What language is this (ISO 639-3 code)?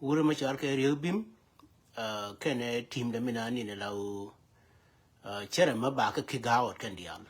nus